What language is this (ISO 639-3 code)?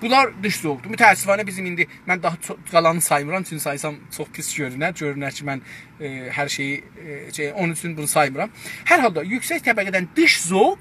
azb